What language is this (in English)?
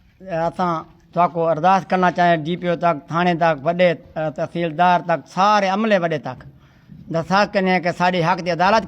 Saraiki